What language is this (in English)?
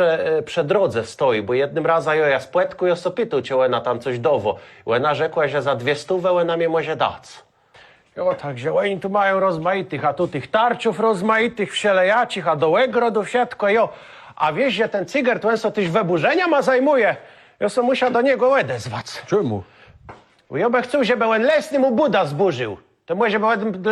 Kashubian